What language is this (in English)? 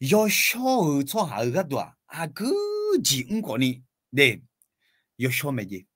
Akha